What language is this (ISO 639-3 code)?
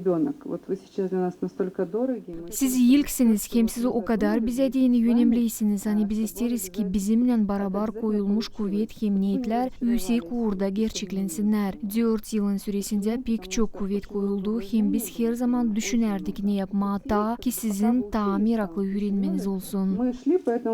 gag